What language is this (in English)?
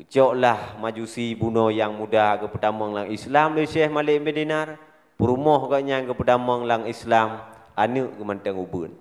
Achinese